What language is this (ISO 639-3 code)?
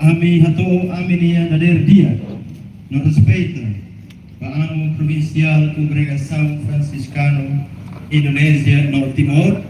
tet